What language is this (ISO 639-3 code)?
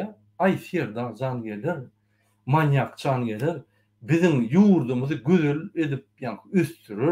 tuk